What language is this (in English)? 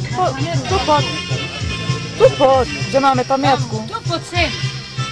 Slovak